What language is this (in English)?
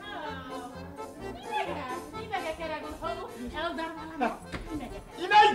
Bashkir